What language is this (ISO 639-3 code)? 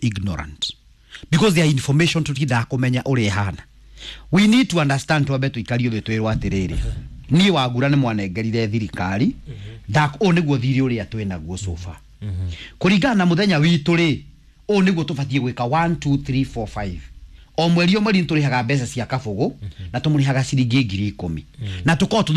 kik